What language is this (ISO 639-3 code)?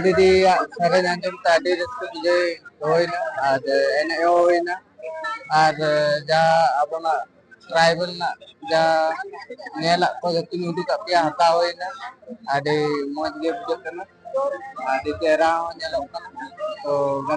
sat